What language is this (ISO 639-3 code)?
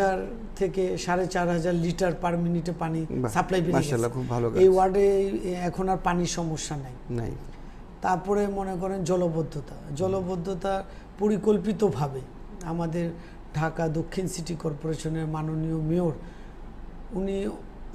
ben